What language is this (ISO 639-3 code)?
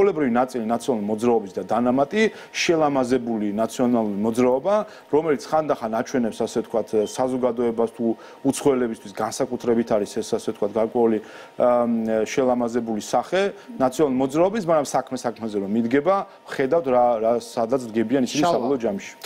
kat